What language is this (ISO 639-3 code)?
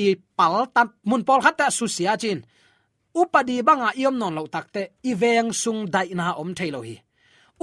ctd